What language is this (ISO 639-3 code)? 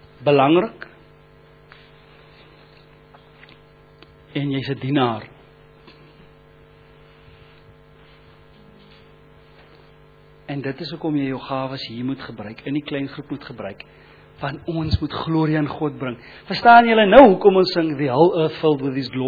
afr